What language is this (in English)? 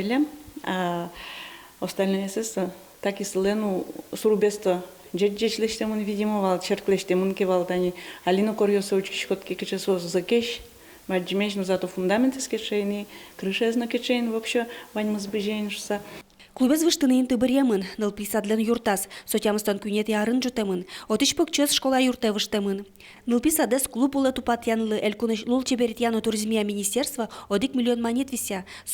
Udmurt